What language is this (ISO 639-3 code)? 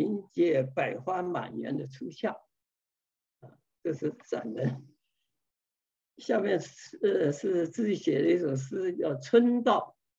zho